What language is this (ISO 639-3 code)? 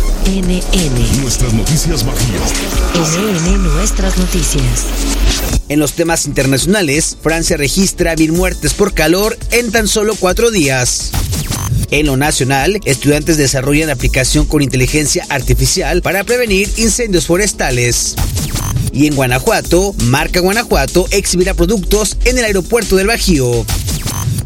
spa